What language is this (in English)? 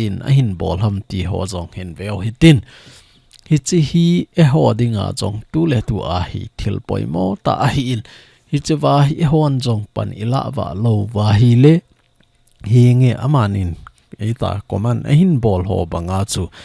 Thado Chin